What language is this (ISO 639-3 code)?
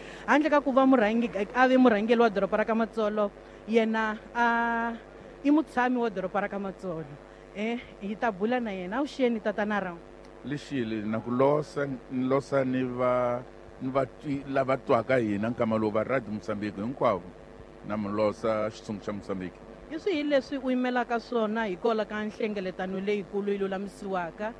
tso